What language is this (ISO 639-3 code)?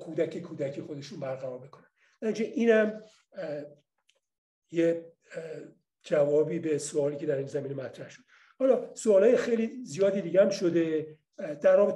fas